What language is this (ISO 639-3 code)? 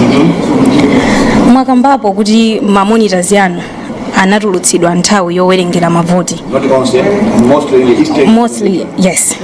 nya